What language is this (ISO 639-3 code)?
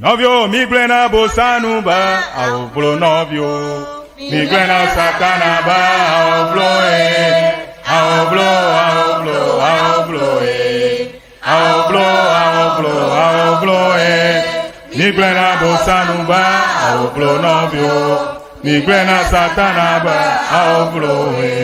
ewe